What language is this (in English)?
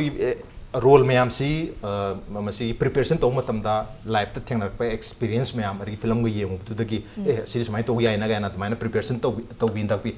Manipuri